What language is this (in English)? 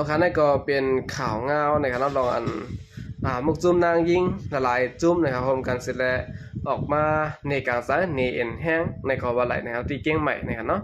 Shan